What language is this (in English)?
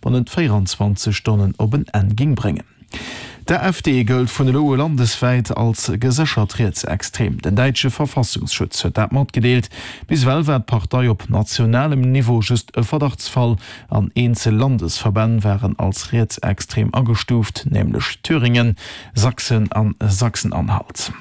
Luxembourgish